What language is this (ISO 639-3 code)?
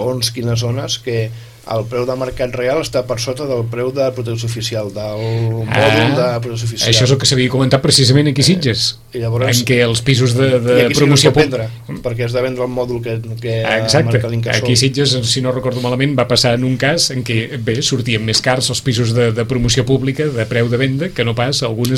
cat